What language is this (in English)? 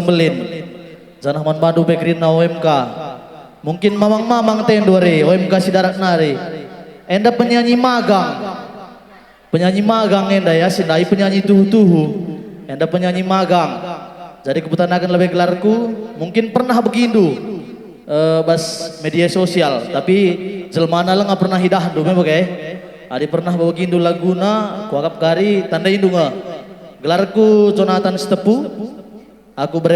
Batak Karo